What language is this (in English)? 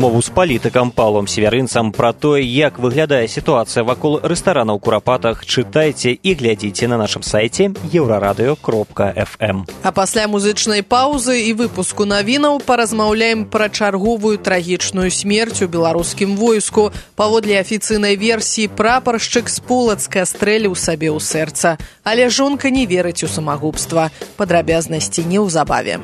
Belarusian